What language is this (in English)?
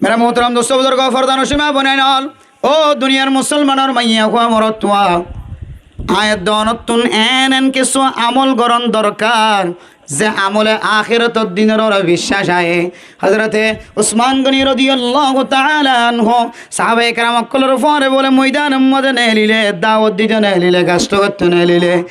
Rohingya